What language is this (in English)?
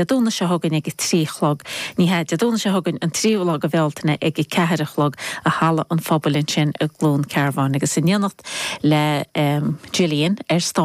Irish